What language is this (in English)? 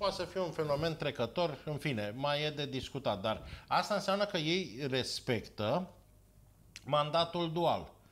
Romanian